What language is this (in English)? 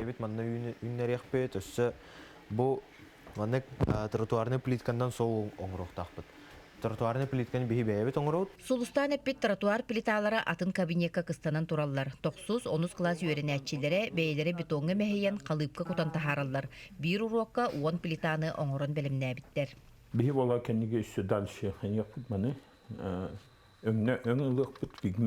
Yakut